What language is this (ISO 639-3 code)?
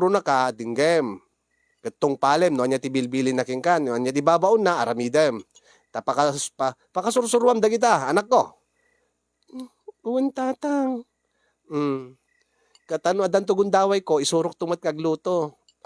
ilo